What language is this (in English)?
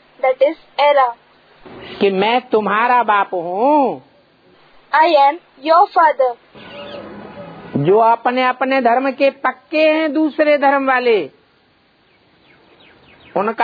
Hindi